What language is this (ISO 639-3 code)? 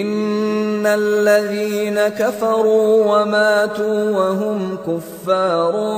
ara